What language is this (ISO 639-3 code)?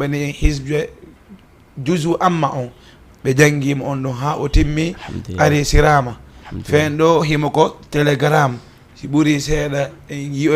ful